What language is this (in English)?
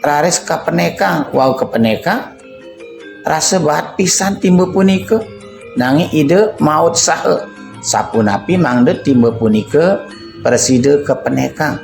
Balinese